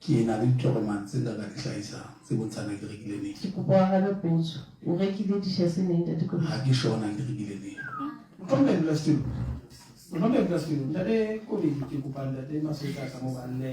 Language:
Southern Sotho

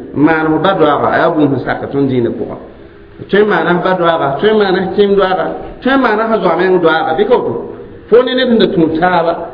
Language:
Mossi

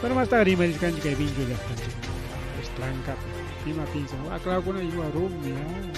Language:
Ayacucho Quechua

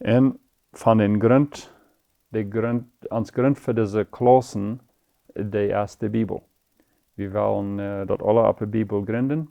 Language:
Plautdietsch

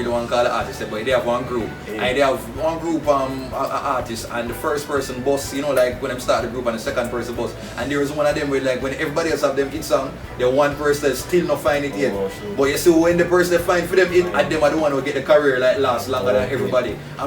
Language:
Jamaican Creole English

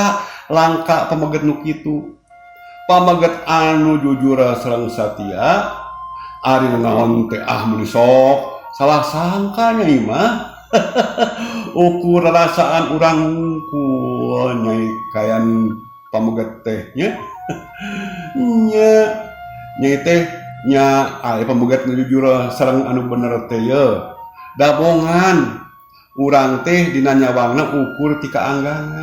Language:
Sundanese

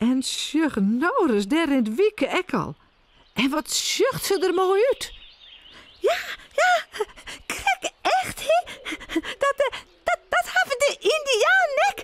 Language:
Western Frisian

